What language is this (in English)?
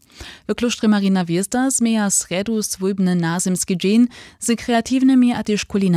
Upper Sorbian